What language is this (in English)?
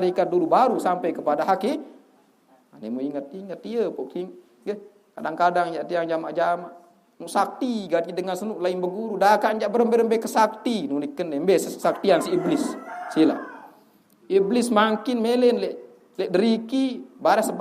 Sasak